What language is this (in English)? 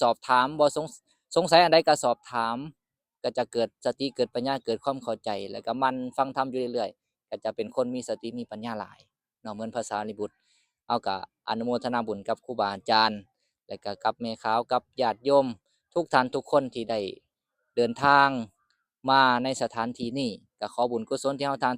Lao